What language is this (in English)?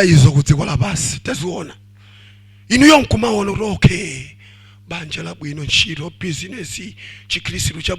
Nyanja